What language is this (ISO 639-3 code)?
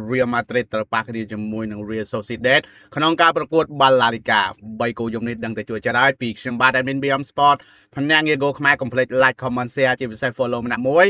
khm